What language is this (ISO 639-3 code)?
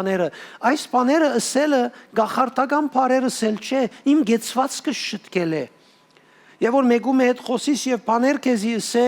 hyw